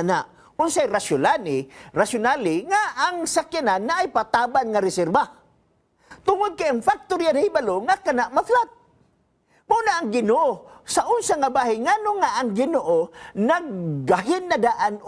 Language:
Cebuano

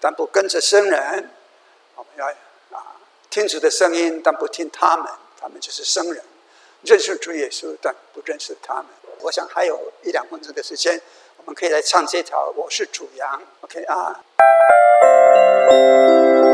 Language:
Chinese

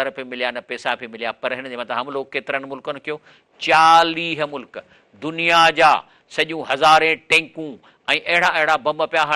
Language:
Sindhi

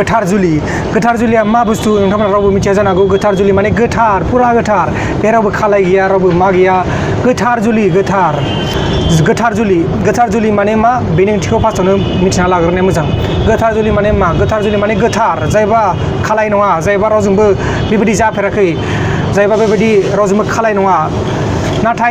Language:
Bodo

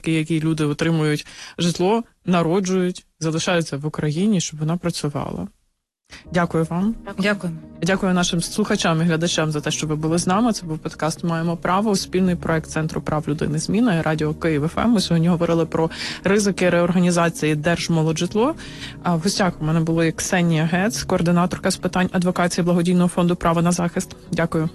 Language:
Ukrainian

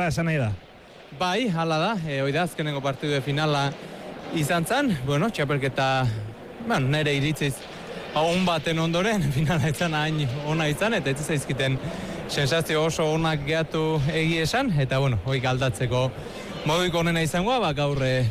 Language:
Basque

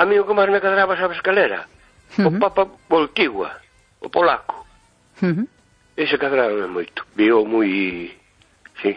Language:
Galician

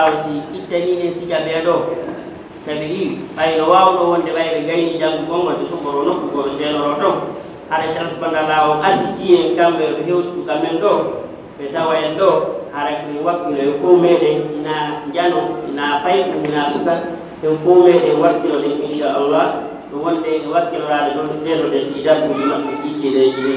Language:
Fula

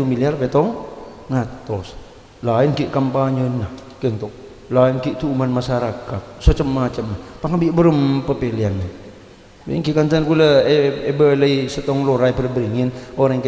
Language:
Madurese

